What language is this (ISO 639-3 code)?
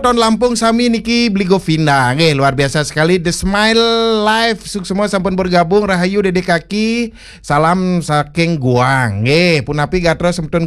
ban